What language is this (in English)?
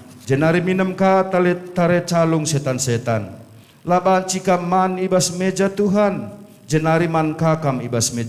Batak Karo